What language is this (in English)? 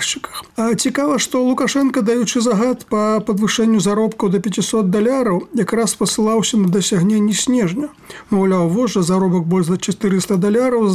Belarusian